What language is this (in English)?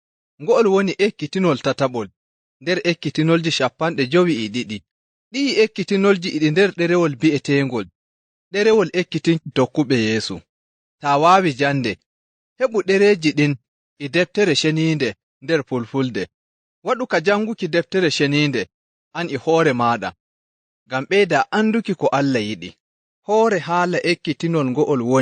Nigerian Fulfulde